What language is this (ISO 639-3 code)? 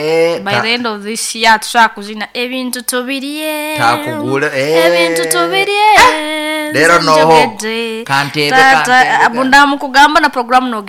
nyo